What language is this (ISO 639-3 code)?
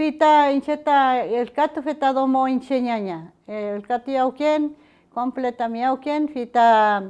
arn